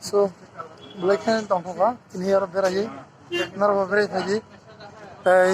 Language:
Kok Borok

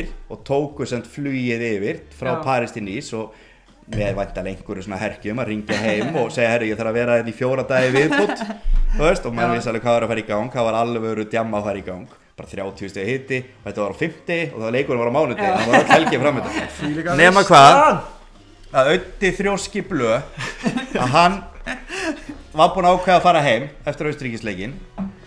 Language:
Icelandic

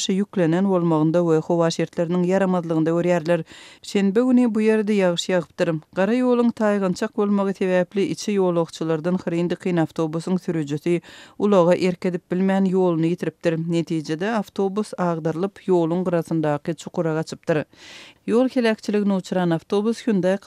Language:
Turkmen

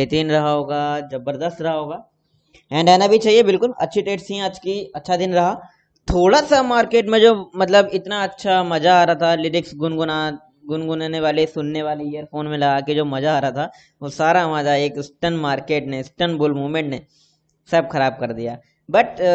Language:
Hindi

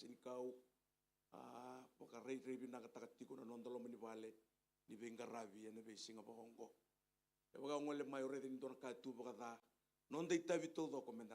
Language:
Fijian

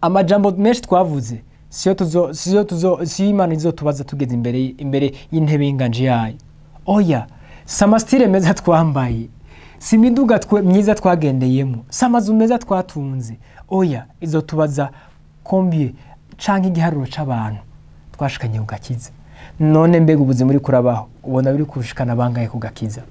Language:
Rundi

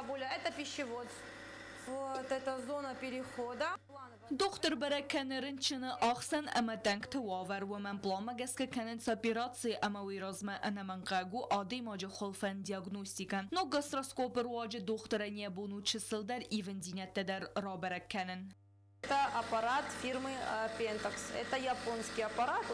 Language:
Ossetic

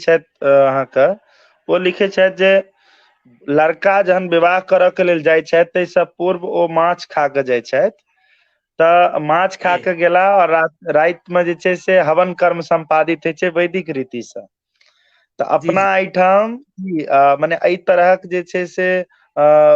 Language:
Maithili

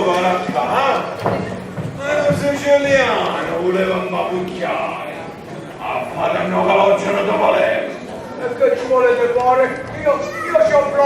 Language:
Neapolitan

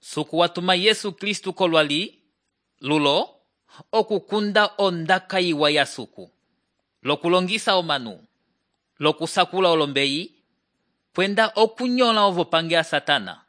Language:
Umbundu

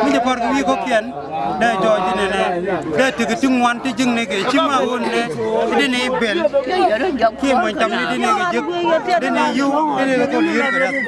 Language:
Nuer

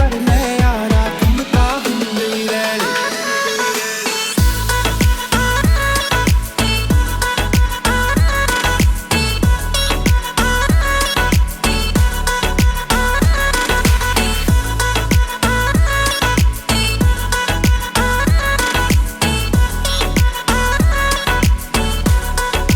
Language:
Punjabi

